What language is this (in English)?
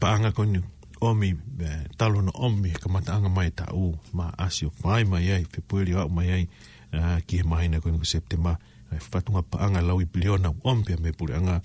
Tongan